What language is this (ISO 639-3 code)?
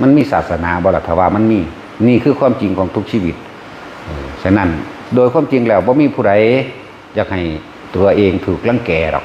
tts